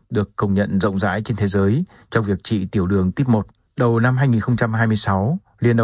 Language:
Vietnamese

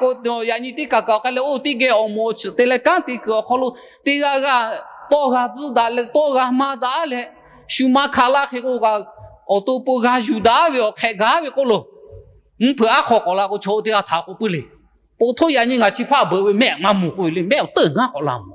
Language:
Lahu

